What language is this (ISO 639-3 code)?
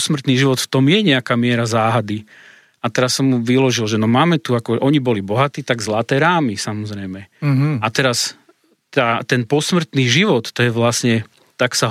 slk